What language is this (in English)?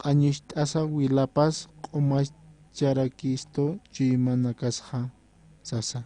Aymara